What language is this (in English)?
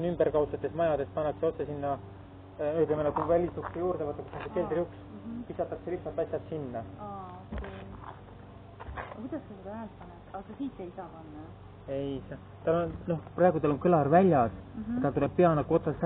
Estonian